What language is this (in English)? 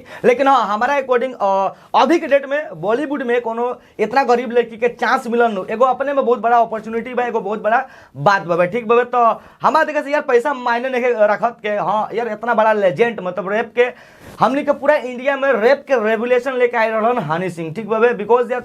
Bhojpuri